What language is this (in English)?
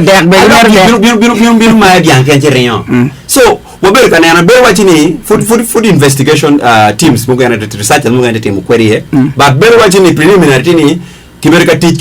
Acoli